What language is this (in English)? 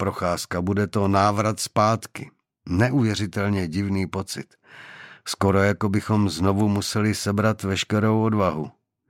Czech